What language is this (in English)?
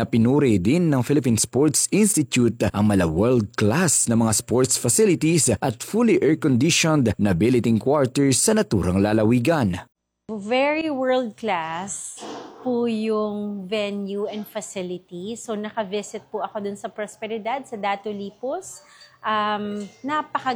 Filipino